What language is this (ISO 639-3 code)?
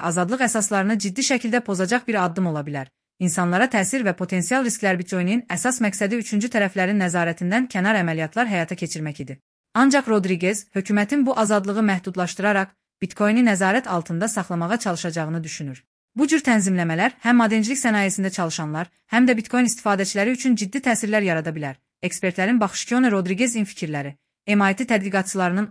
aze